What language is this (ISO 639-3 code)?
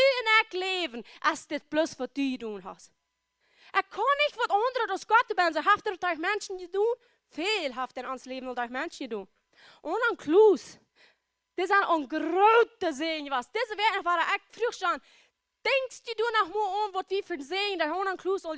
pdt